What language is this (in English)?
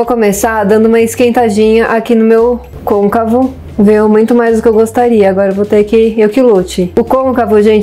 Portuguese